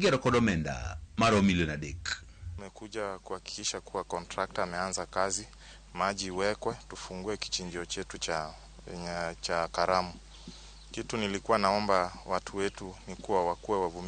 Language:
Luo (Kenya and Tanzania)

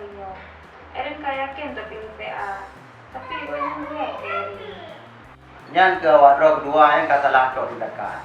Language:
Achinese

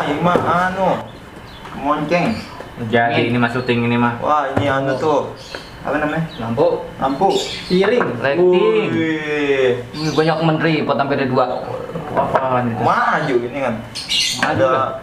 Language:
Betawi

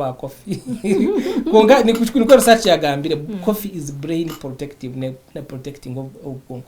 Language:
Nyankole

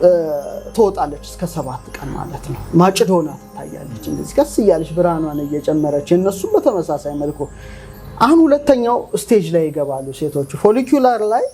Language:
Amharic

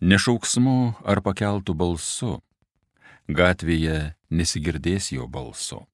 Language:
Lithuanian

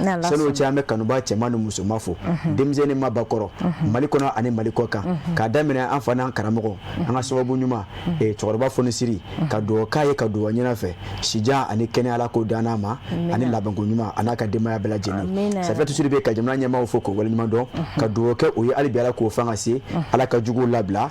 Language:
Bambara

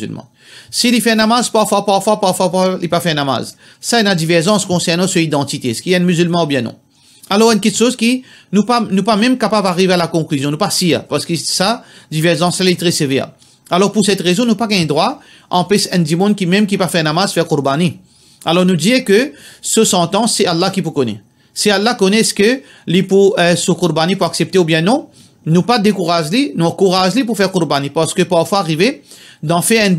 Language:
Morisyen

